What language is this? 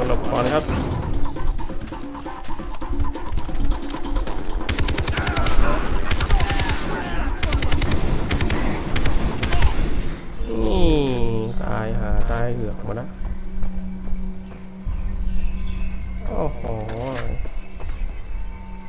Thai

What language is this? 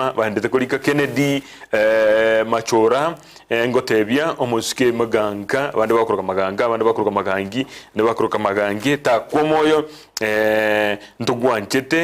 Gusii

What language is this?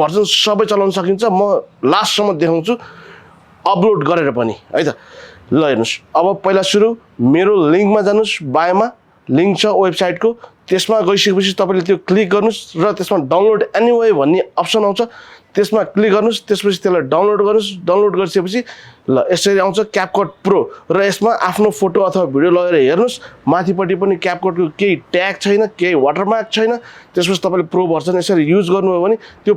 Nepali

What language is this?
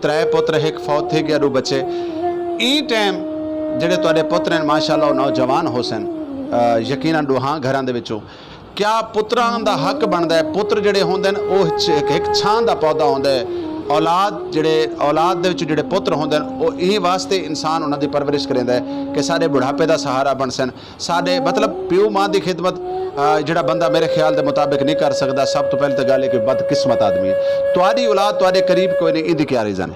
Saraiki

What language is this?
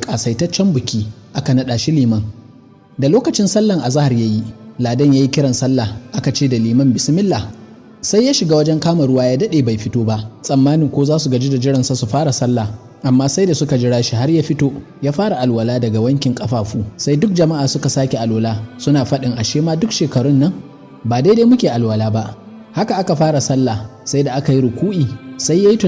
Hausa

